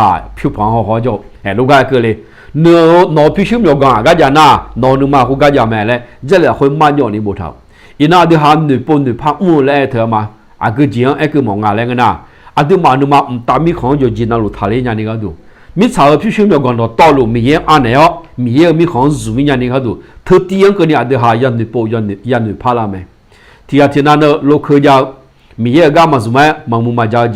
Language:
Akha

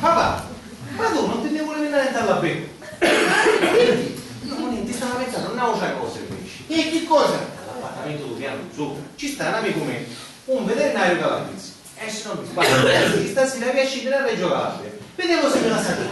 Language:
Sicilian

